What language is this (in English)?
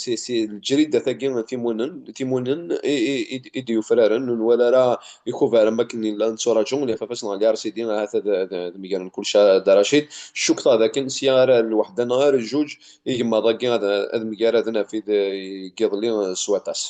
Kabyle